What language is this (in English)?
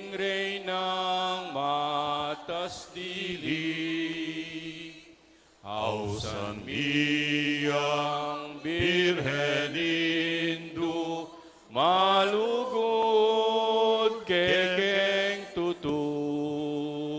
Pampanga